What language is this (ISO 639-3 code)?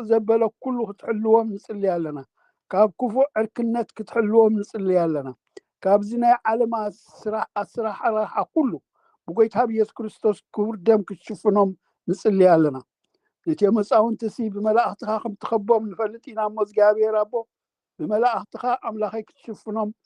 tir